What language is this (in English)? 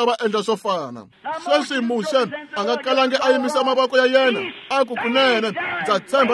Tsonga